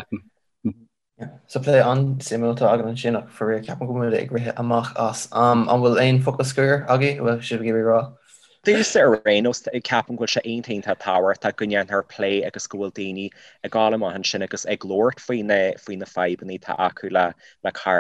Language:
Irish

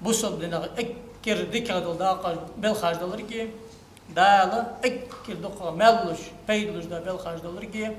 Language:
Ingush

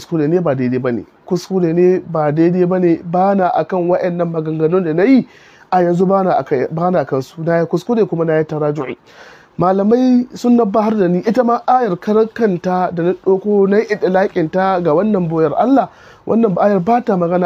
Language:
Hausa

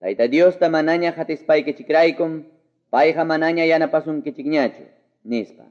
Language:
Quechua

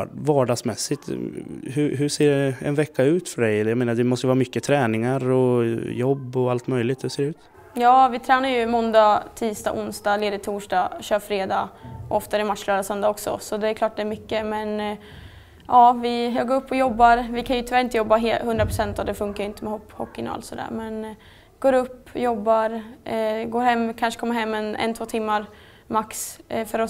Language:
Swedish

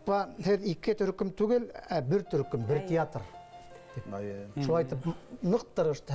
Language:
Bashkir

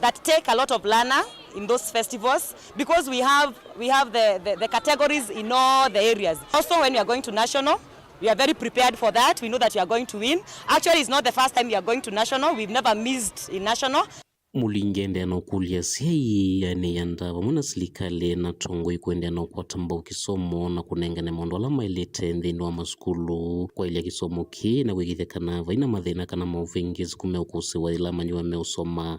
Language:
Kamba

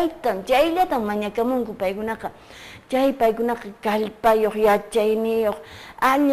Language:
Quechua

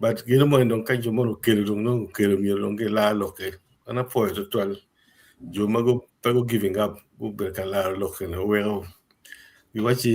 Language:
Acoli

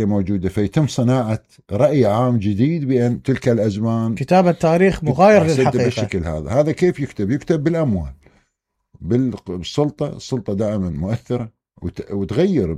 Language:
Mesopotamian Arabic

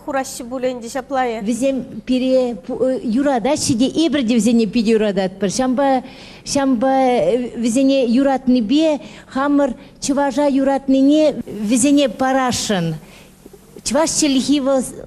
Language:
Chuvash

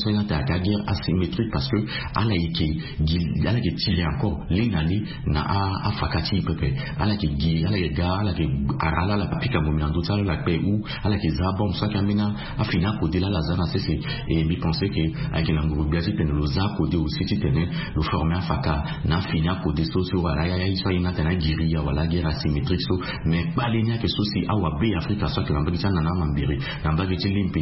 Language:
Sango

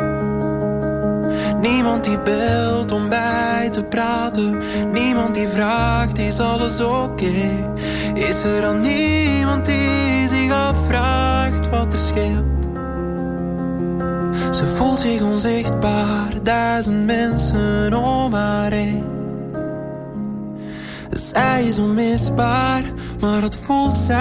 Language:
Dutch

